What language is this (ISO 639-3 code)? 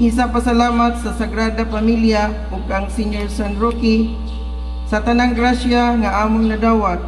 ceb